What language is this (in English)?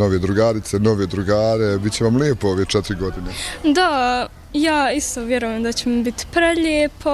Bosnian